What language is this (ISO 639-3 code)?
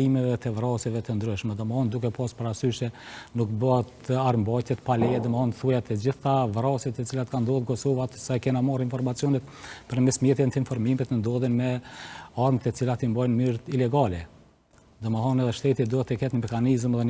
sqi